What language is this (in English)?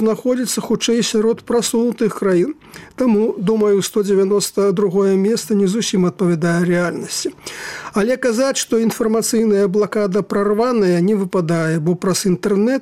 Belarusian